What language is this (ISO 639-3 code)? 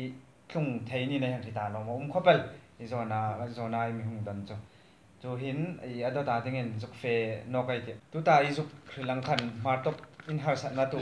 hmr